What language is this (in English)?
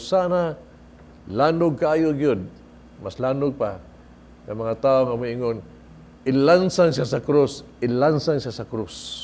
Cebuano